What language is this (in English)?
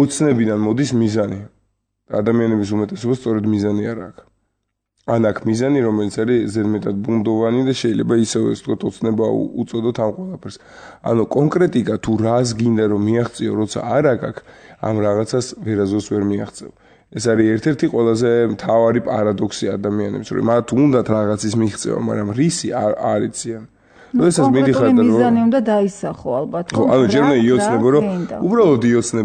Georgian